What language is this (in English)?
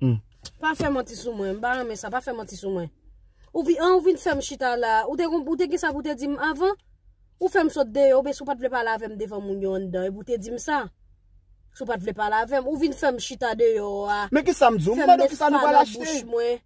Haitian Creole